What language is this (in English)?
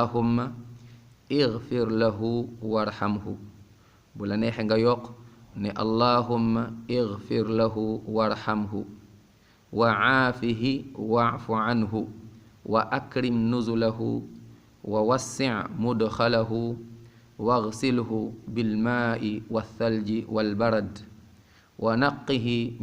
Wolof